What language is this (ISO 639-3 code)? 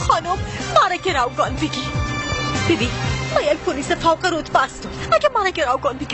fas